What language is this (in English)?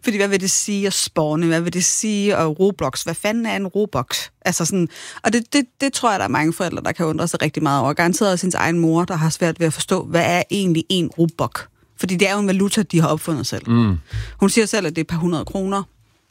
Danish